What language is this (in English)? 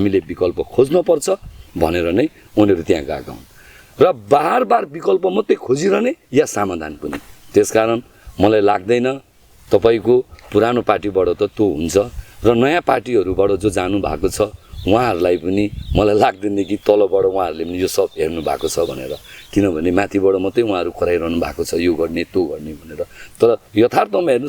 Nepali